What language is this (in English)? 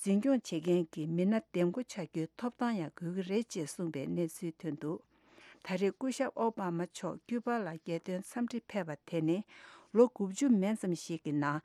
Tibetan